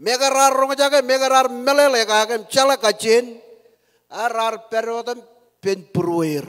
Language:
Marshallese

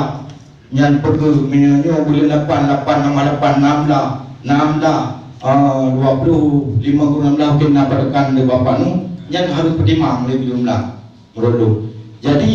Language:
Achinese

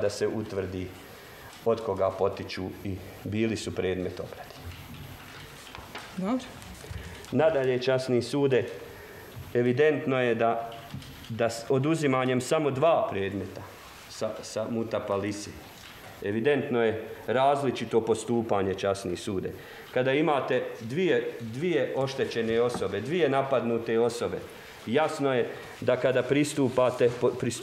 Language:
Bosnian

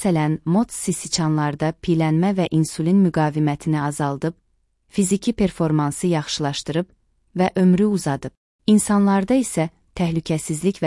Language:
Azerbaijani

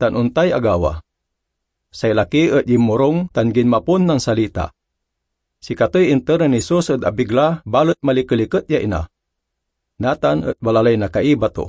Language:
Pangasinan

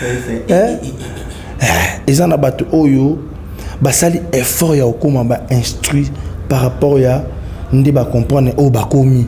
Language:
Lingala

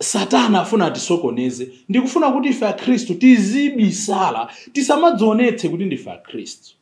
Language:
Nyanja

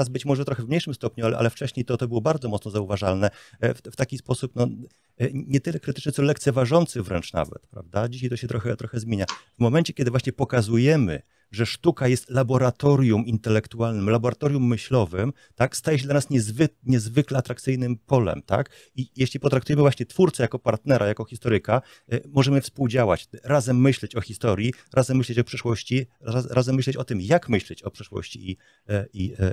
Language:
Polish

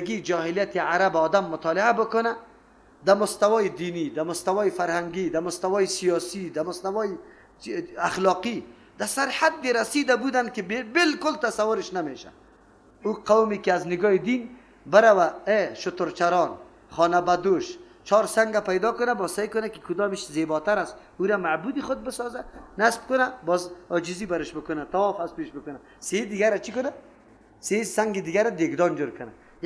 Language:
Persian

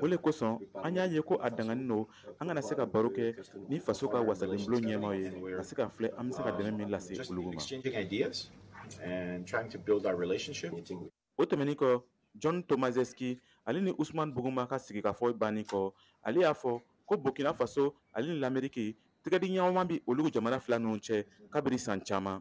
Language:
Bambara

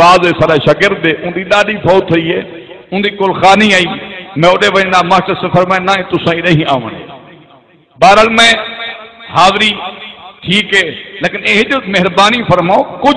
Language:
Saraiki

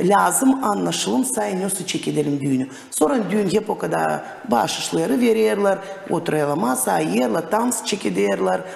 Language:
Gagauz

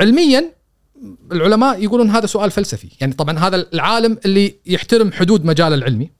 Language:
Gulf Arabic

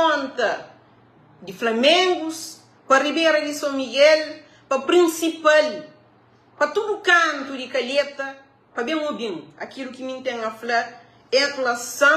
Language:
Kabuverdianu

